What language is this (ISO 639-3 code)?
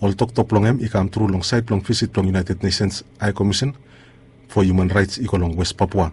bis